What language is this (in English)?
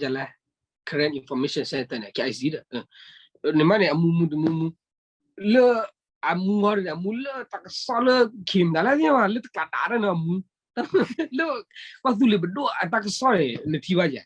S'gaw Karen